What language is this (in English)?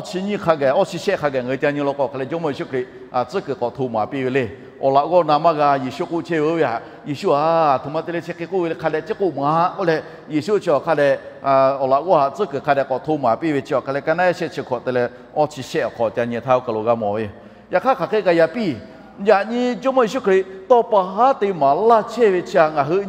Lahu